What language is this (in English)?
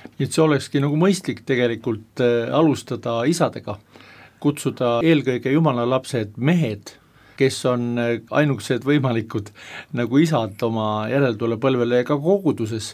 Estonian